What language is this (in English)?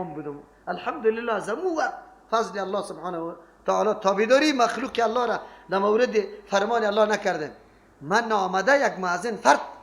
Persian